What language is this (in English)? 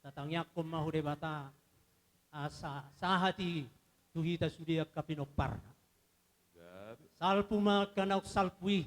Batak Toba